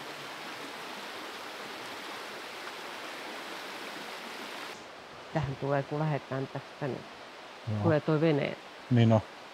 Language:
Finnish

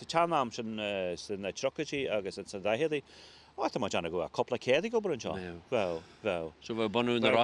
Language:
Irish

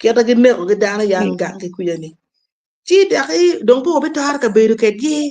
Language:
Acoli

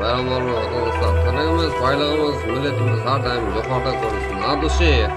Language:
Kara-Kalpak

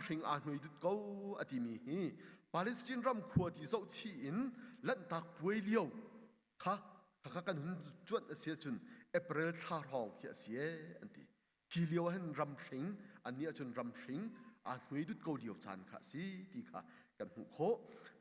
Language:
Hakha Chin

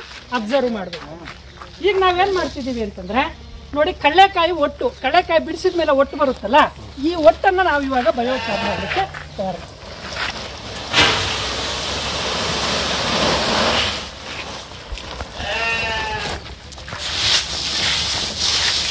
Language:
Kannada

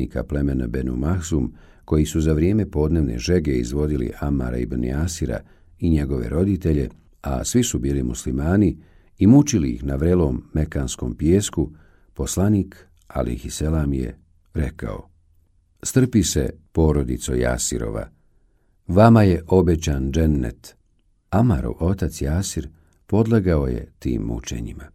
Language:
Bosnian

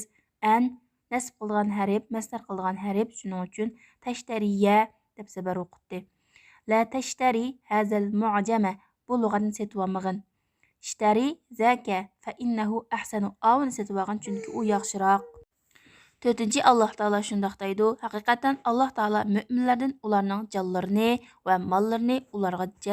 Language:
Uyghur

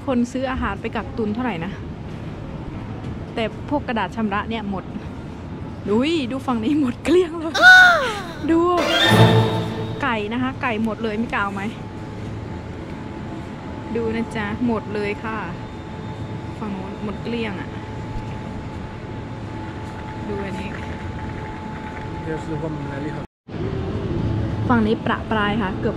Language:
Thai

